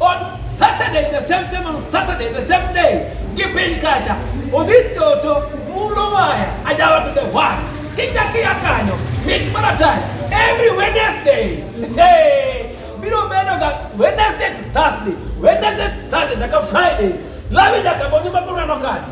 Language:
Luo (Kenya and Tanzania)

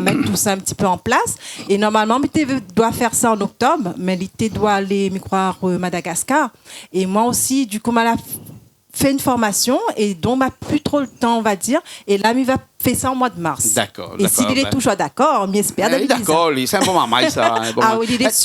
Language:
Réunion Creole French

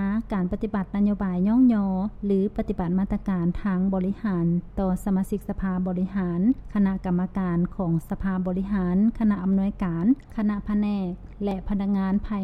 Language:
Lao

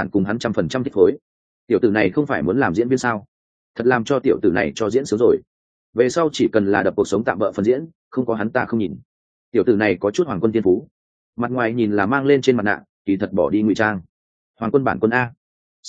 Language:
Vietnamese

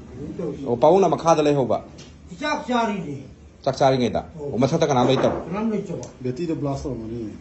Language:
Manipuri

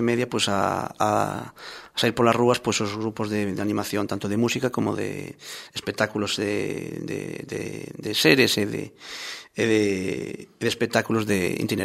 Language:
Galician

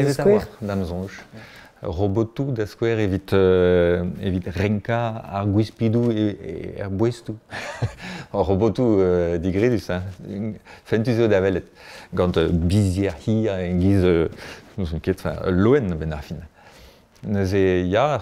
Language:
Breton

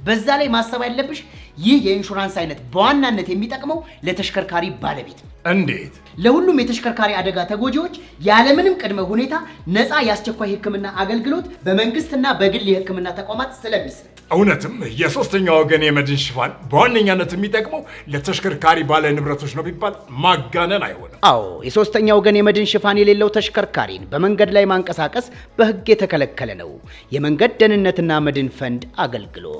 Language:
Amharic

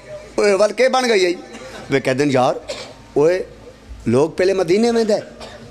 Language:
Pahari-Potwari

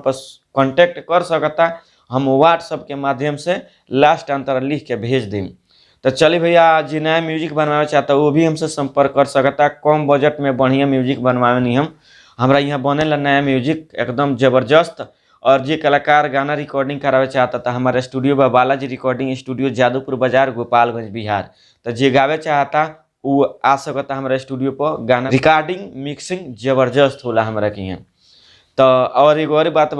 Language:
Bhojpuri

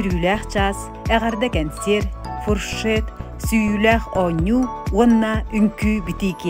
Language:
Yakut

